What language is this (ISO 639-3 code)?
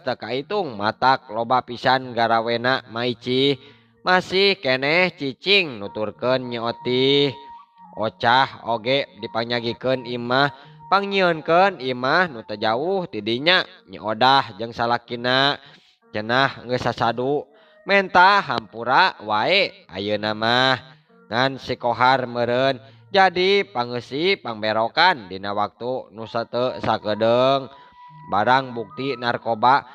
sun